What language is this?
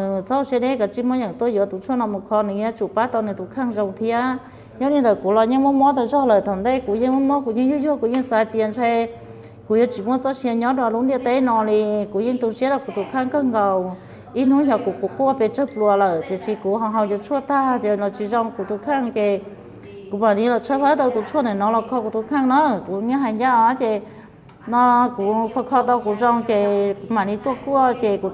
Hmong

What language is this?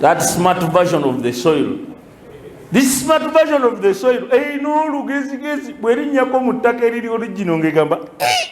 Ganda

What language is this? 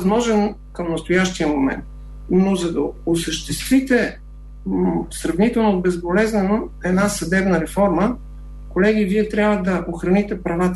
Bulgarian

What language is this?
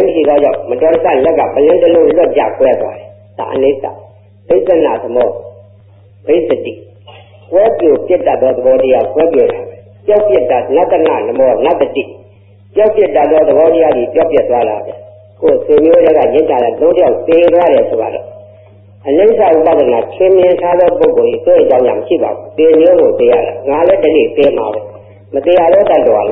Burmese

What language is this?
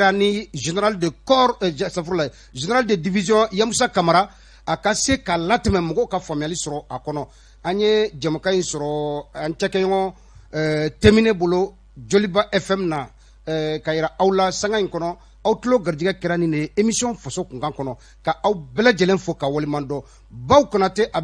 Bambara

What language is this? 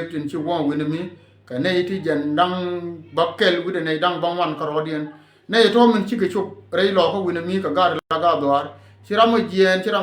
Nuer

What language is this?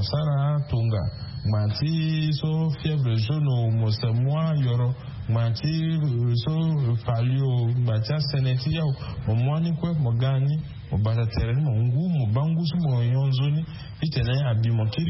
Sango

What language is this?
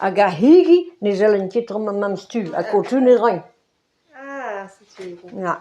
Breton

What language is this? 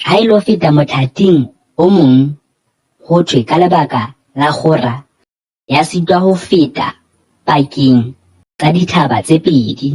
Southern Sotho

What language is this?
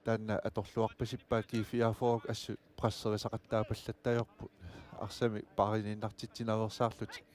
Kalaallisut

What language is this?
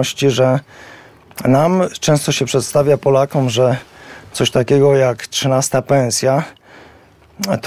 Polish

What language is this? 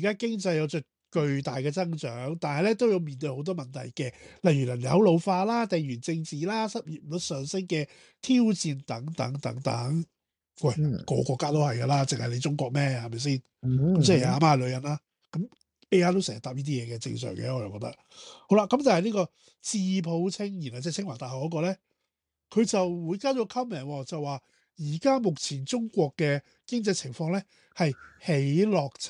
Cantonese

